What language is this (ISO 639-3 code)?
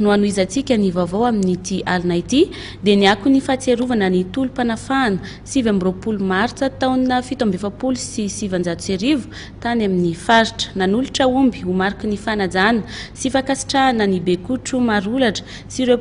mlg